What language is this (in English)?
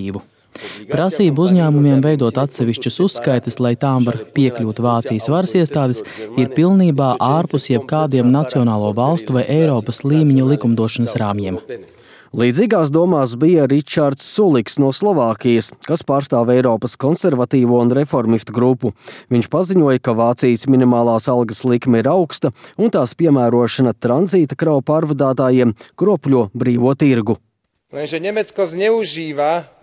Latvian